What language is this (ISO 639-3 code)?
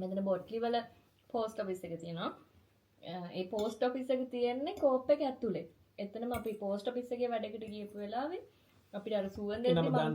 sin